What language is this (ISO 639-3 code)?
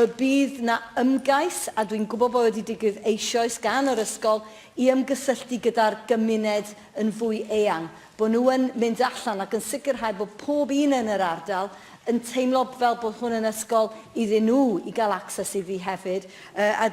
cym